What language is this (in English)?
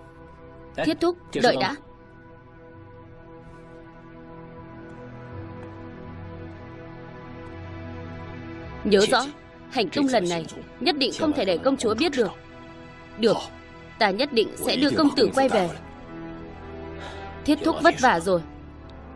Vietnamese